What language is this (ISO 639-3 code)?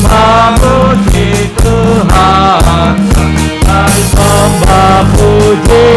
bts